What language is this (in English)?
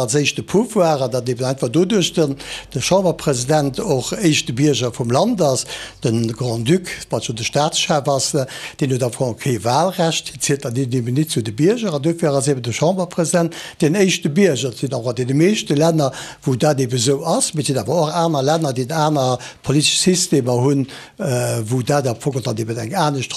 Luxembourgish